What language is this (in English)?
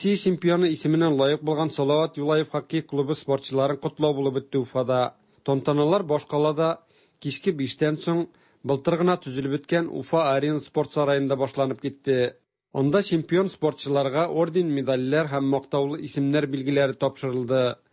Tatar